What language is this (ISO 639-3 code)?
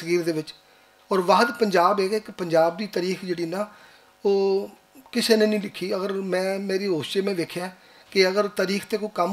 lah